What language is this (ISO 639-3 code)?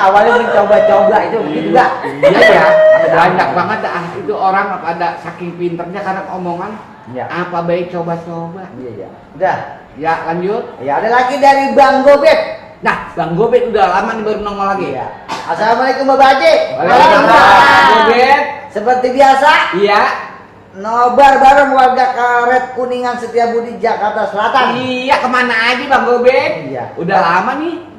bew